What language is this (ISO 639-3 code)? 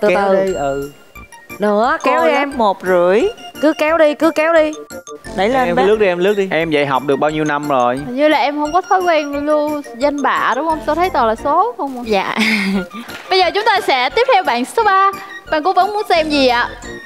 vie